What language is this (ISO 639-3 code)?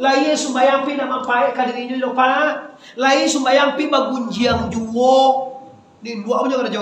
min